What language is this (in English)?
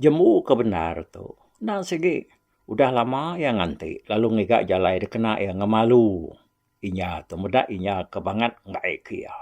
Iban